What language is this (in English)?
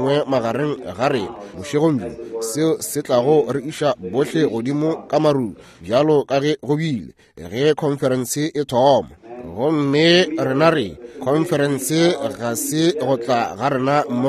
Northern Sotho